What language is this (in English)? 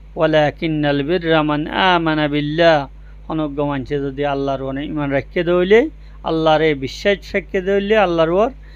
Rohingya